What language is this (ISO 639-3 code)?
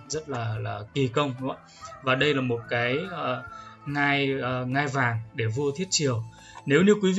vie